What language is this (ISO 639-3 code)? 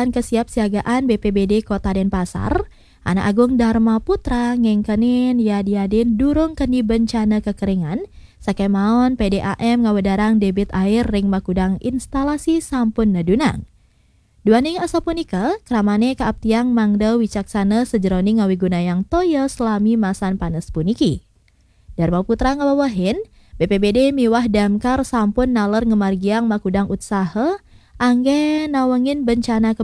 ban